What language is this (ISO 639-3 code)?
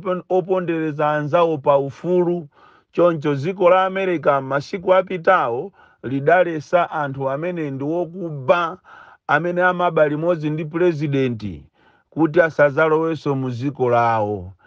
nya